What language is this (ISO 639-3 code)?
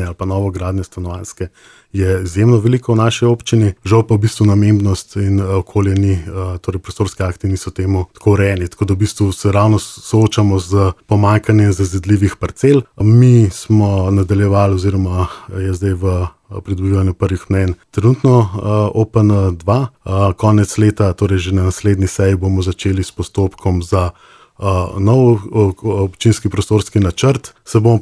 slv